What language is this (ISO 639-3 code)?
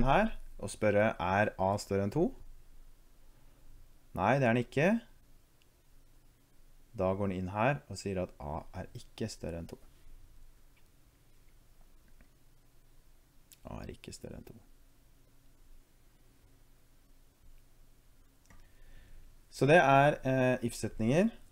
nor